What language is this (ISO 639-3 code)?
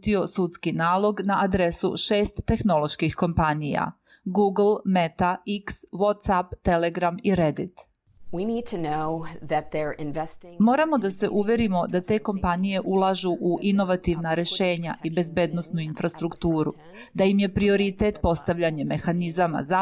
srp